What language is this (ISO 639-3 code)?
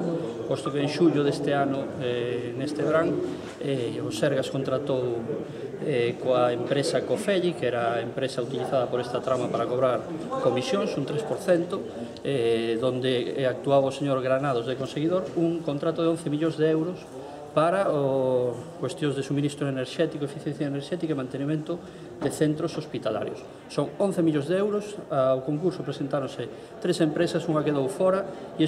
glg